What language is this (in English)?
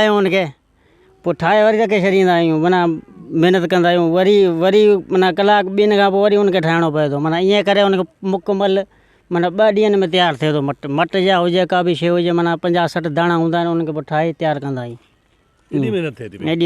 Sindhi